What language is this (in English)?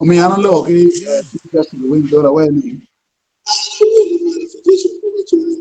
Acoli